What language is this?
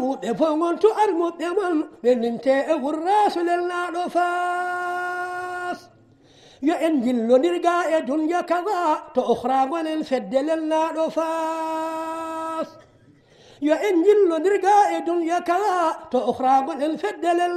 Fula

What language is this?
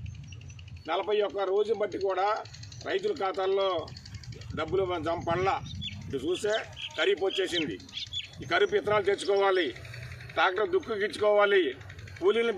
Telugu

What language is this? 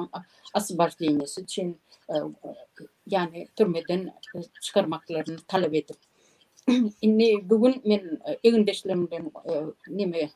Turkmen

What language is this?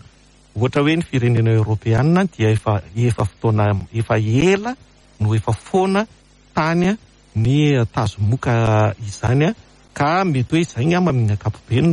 Malagasy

